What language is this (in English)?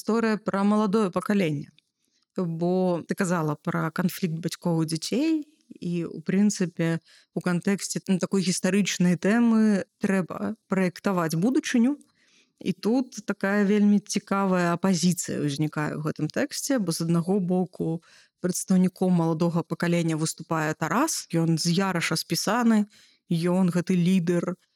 Belarusian